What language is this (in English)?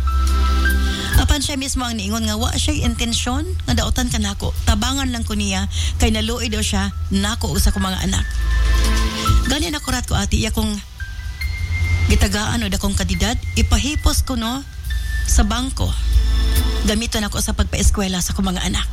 Cebuano